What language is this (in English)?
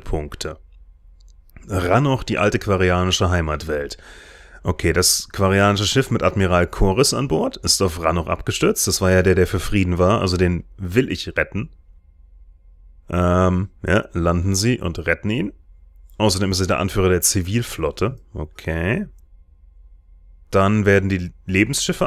German